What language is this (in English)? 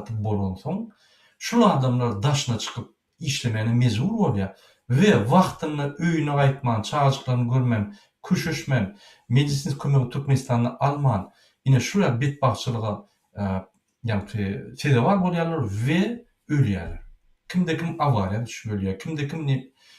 Turkmen